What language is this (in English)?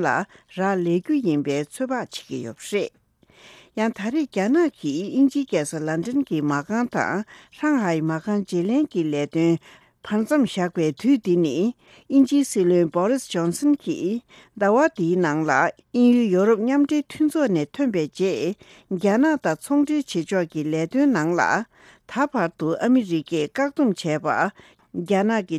Tibetan